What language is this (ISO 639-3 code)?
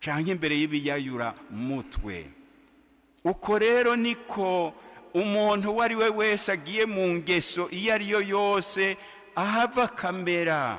run